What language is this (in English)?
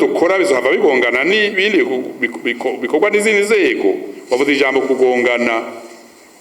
Rundi